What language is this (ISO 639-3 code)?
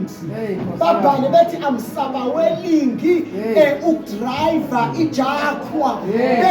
zul